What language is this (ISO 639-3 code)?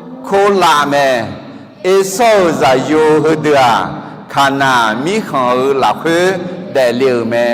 ahk